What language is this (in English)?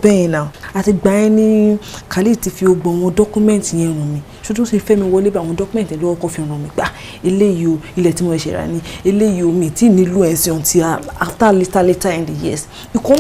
Yoruba